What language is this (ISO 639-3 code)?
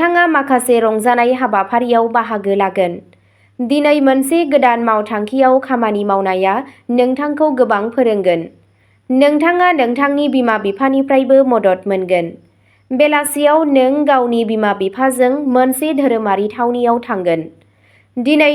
brx